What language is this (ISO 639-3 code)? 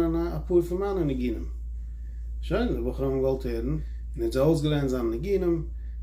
yid